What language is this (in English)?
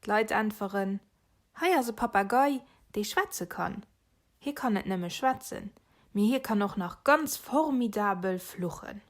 Luxembourgish